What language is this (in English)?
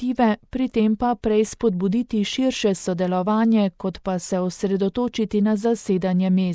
Slovenian